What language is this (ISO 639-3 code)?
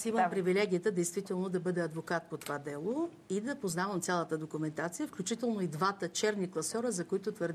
bul